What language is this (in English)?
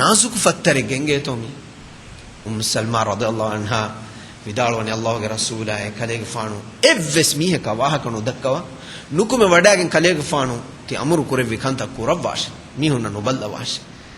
Divehi